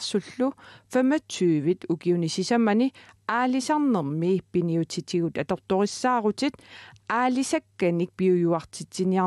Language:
Kalaallisut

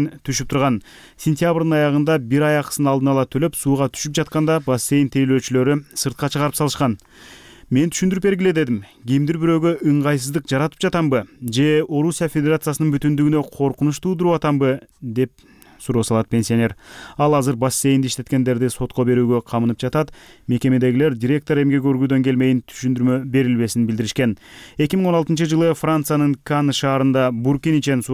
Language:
Kyrgyz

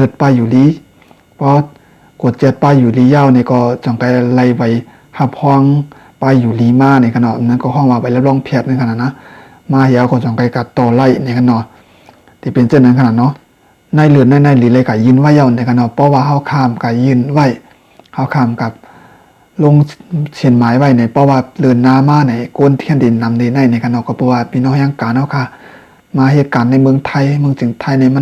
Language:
Shan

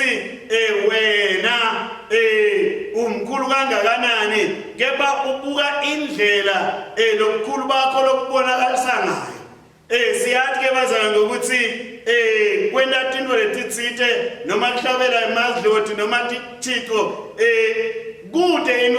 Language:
Swati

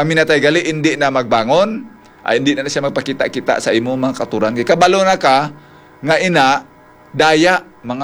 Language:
Hiligaynon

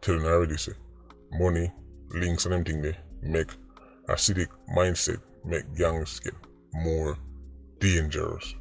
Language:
Jamaican Creole English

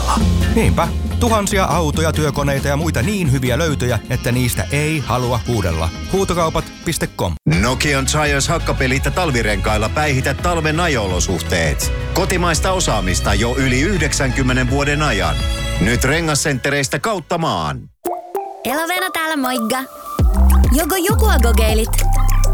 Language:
Finnish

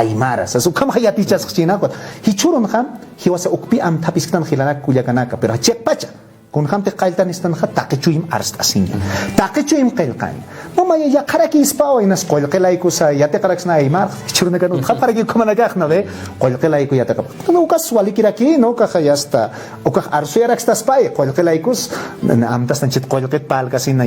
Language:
Aymara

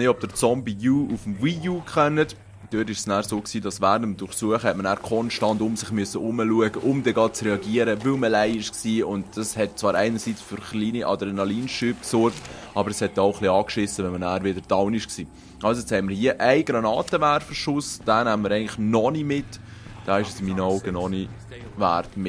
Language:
Swiss German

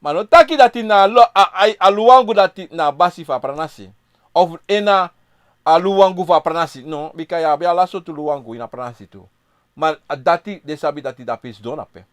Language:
Sranan Tongo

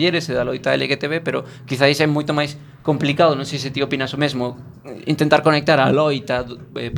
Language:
Galician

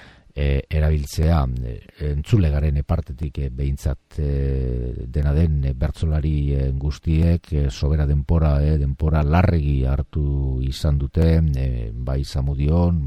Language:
Basque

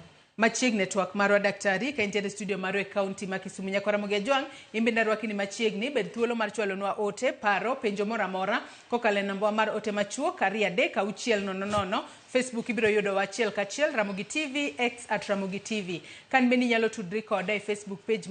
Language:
Luo (Kenya and Tanzania)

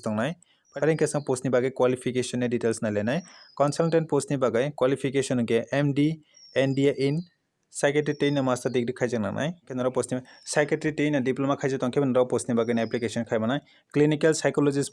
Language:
Kok Borok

